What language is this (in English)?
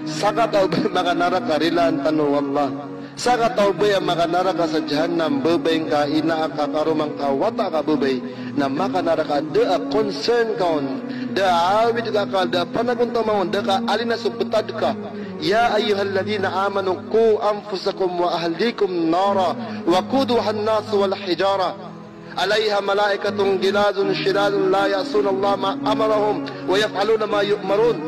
Maranao